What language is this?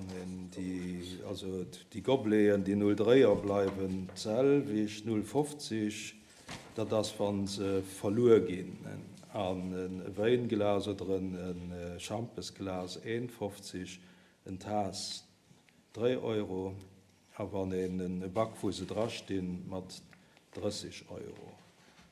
Luxembourgish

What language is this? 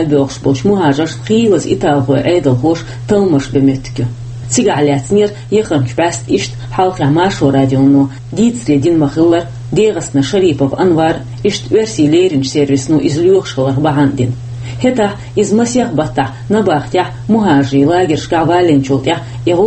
Chechen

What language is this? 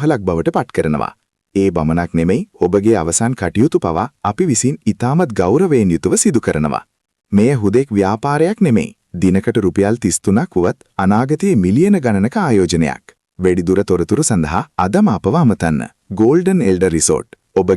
Sinhala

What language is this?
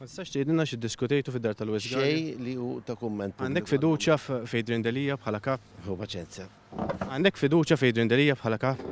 Maltese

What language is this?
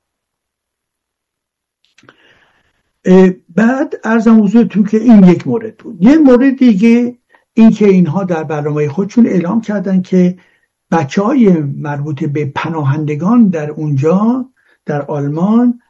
Persian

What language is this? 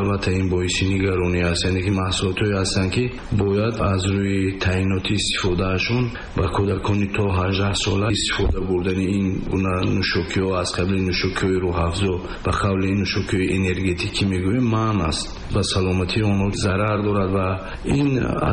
Tajik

